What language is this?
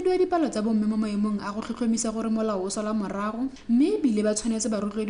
Tswana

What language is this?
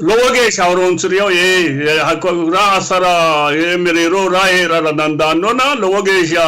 Sidamo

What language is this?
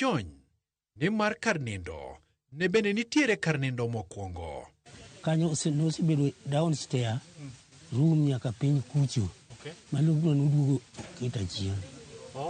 Luo (Kenya and Tanzania)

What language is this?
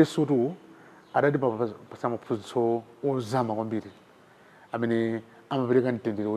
Nyanja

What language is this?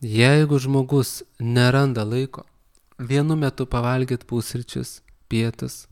Lithuanian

